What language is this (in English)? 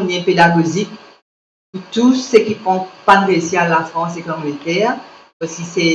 Morisyen